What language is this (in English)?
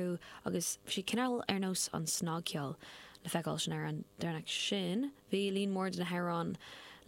Irish